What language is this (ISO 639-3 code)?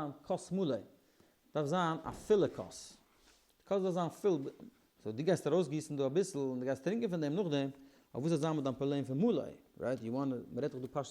yid